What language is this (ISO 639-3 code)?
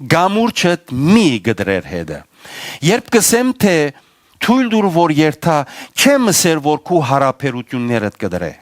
hyw